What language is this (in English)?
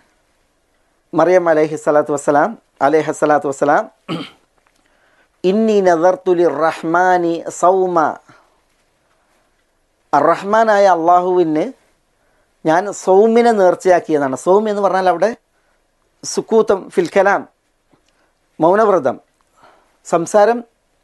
Malayalam